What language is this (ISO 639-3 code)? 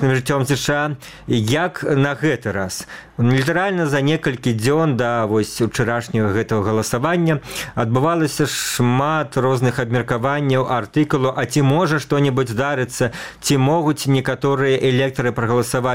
bel